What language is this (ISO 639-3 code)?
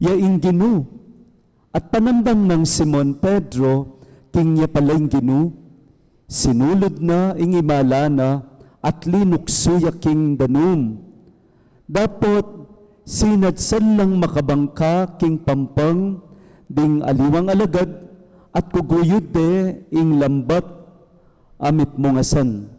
pam